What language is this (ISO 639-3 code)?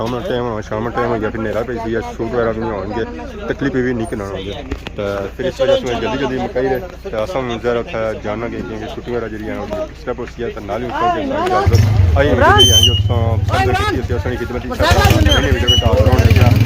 phr